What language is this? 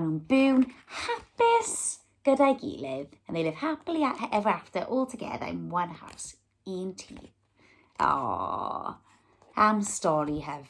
Welsh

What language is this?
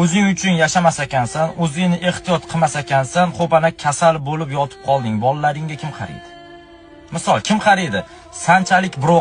Uzbek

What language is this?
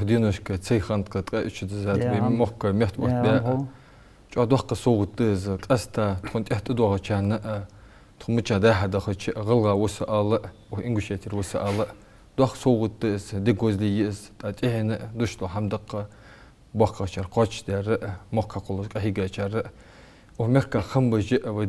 Ingush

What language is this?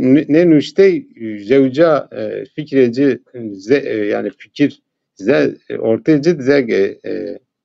Zaza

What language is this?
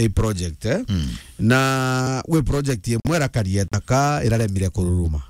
Meru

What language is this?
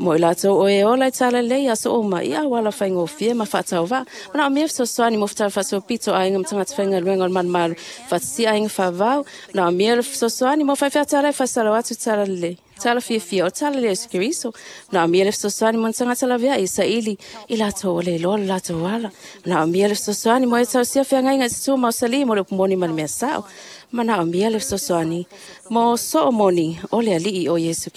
Samoan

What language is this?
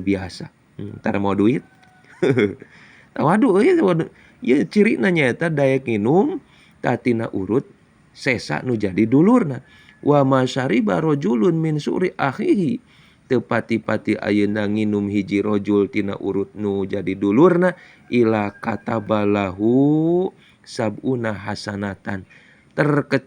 Sundanese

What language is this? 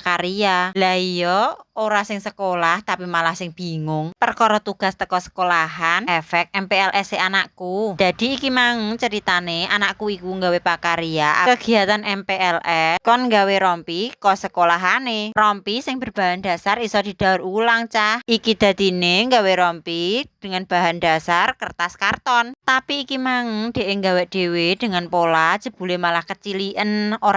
Javanese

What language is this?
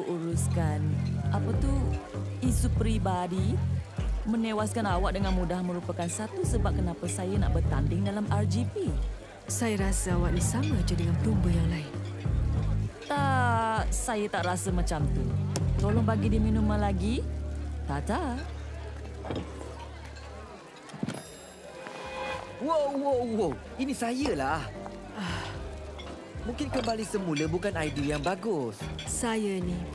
Malay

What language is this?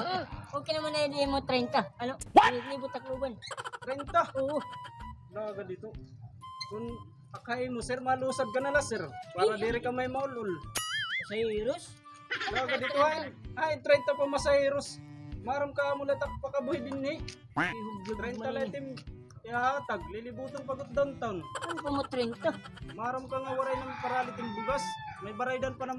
Waray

